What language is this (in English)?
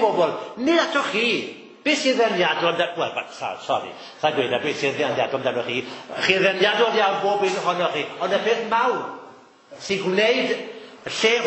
Welsh